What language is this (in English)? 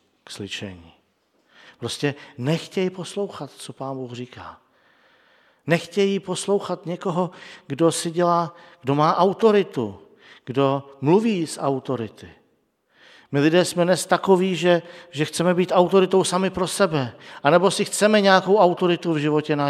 Czech